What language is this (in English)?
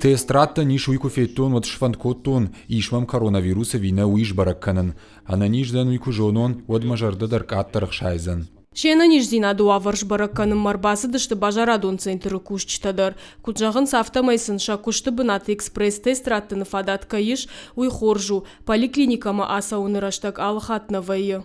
Ossetic